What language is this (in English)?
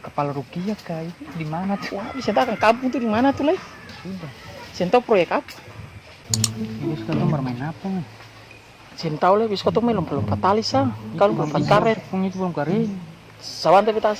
Ambonese Malay